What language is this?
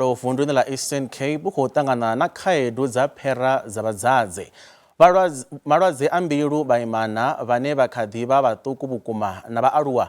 Venda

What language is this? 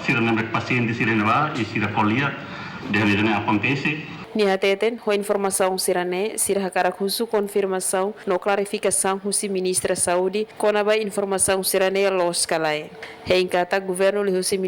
Tetum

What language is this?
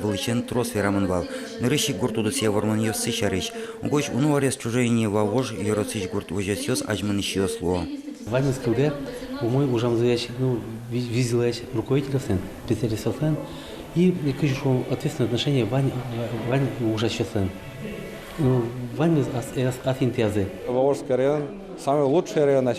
Udmurt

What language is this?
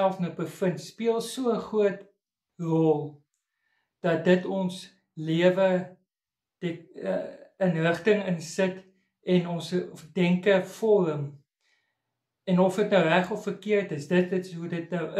Afrikaans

